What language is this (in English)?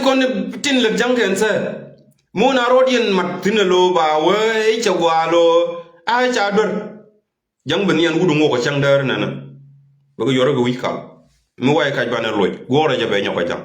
Nuer